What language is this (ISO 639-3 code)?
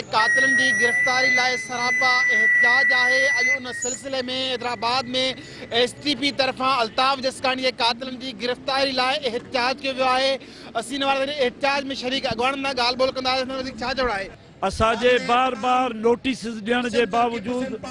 snd